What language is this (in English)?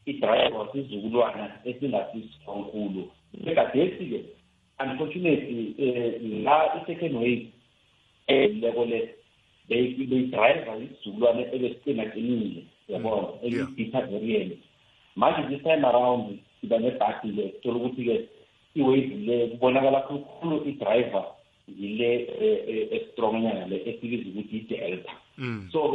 South Ndebele